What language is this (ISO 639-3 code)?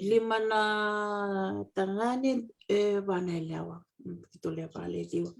fij